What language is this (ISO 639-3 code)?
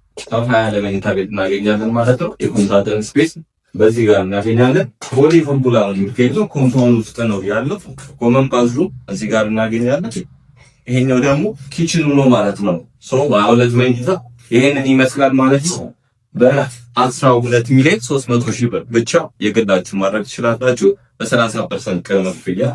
amh